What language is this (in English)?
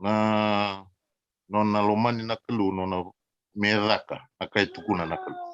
Fijian